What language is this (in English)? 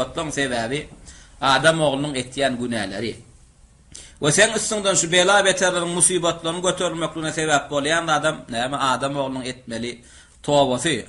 Turkmen